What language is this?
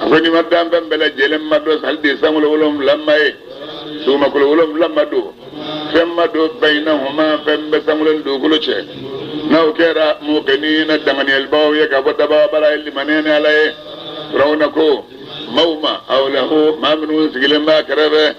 Bambara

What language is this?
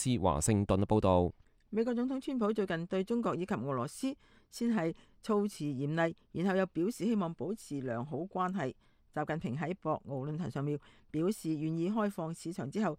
Cantonese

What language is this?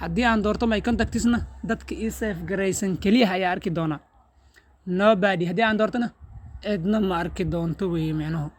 Somali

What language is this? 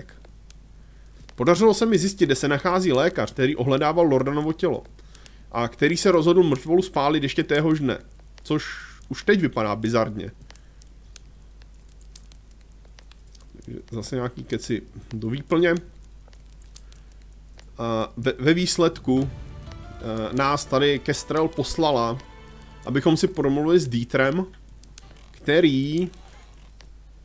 Czech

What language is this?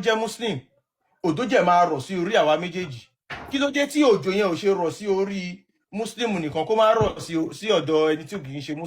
Yoruba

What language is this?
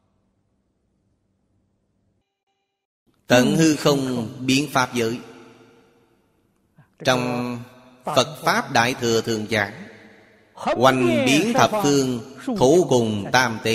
Vietnamese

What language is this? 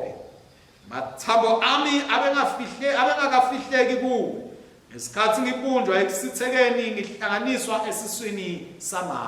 Swati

